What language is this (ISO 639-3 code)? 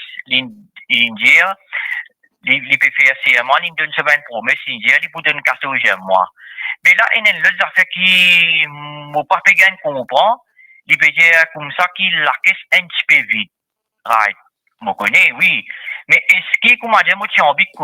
mfe